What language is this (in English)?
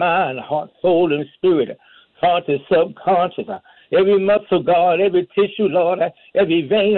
English